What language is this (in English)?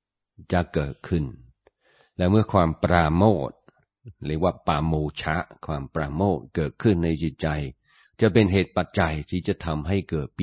Thai